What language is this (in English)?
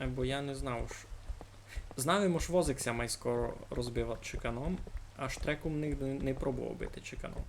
Rusyn